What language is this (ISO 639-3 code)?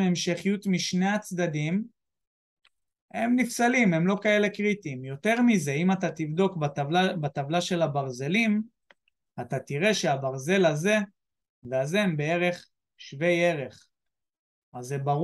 heb